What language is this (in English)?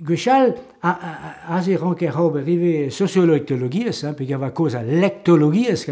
Breton